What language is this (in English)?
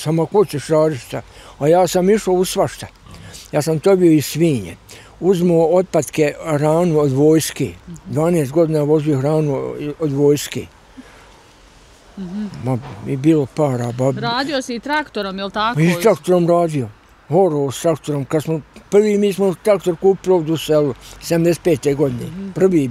Bosnian